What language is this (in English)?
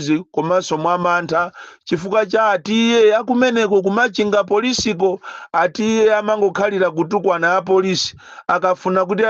Nyanja